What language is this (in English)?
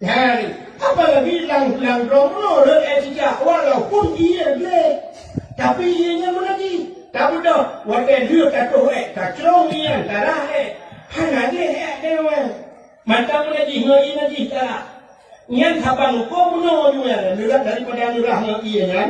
Achinese